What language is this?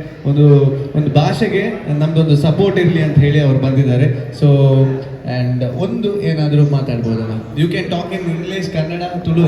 Tulu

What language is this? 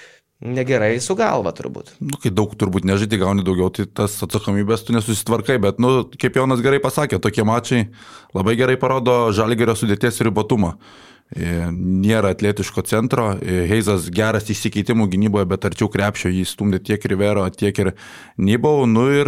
Lithuanian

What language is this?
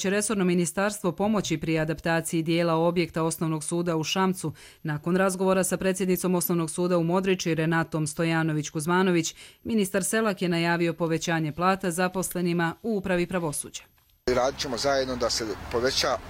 Croatian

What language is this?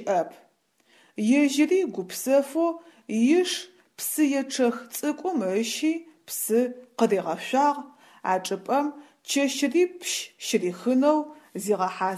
Adyghe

